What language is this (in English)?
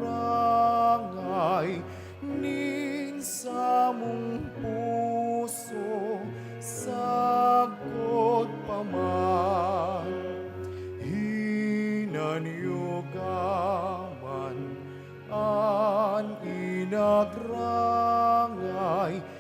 Bikol